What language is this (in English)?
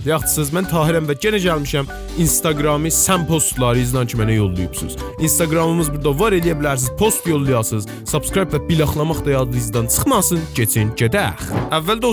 South Azerbaijani